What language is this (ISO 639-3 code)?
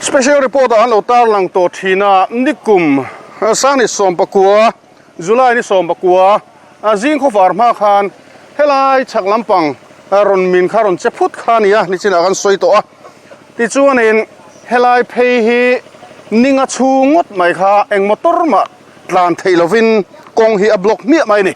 lus